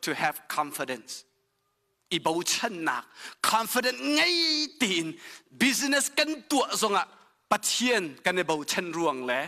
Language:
Hakha Chin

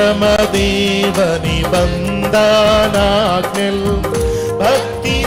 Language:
Telugu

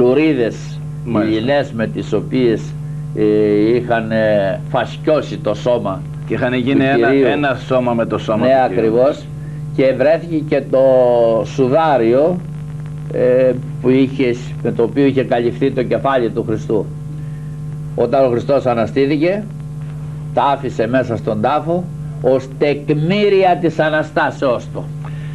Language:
Greek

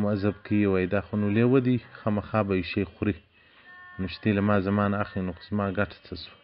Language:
Pashto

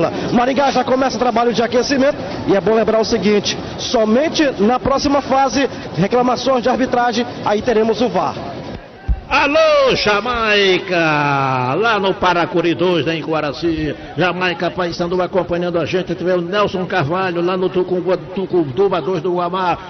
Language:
Portuguese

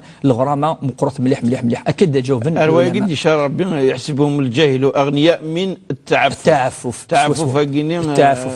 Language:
Kabyle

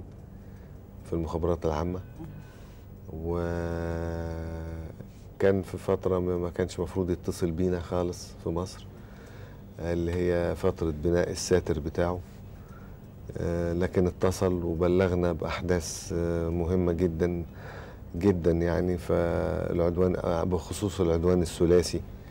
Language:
Egyptian Arabic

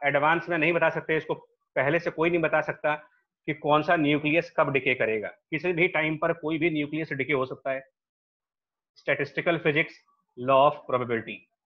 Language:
Hindi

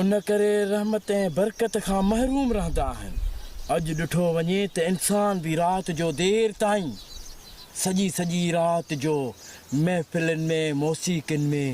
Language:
Sindhi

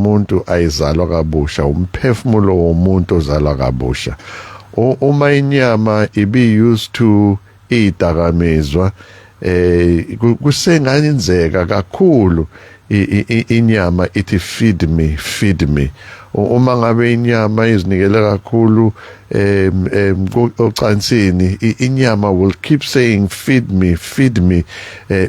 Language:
Zulu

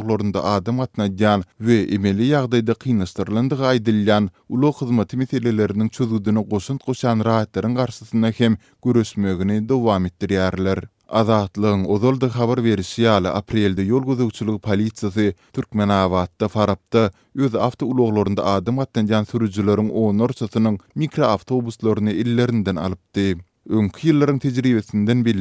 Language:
Turkmen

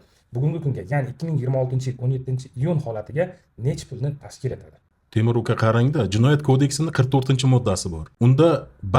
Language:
Uzbek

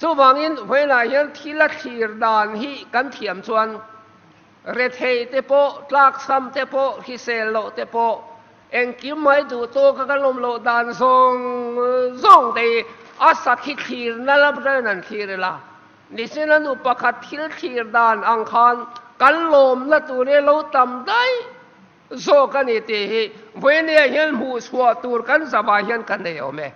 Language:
Mizo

